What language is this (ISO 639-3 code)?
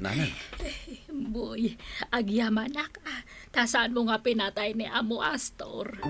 ilo